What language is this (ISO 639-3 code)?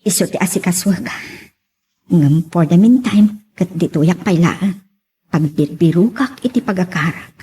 ilo